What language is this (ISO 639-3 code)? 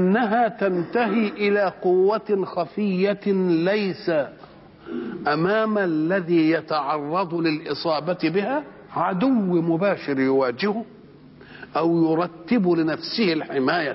ara